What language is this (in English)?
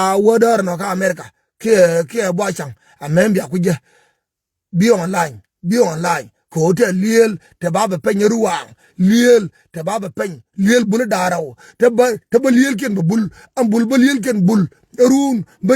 Nuer